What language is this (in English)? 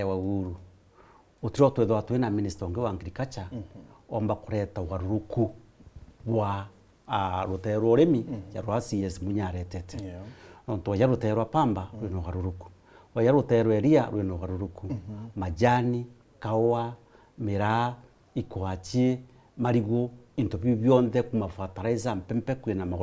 Meru